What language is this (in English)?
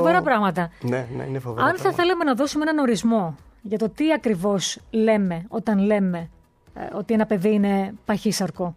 Greek